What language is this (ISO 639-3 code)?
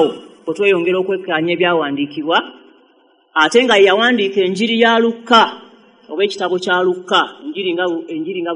lug